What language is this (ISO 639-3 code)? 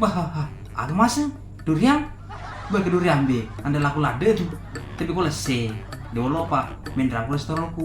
bug